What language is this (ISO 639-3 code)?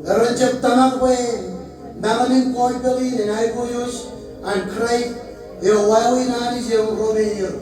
mah